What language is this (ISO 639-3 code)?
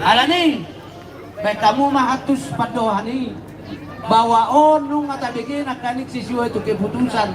bbc